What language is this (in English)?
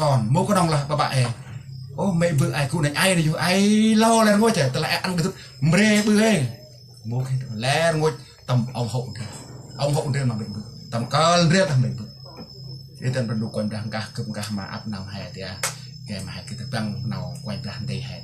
Central Mnong